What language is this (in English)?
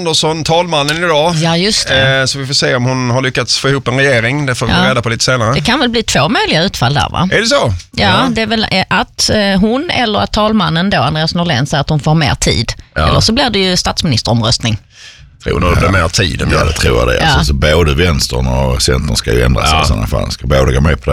Swedish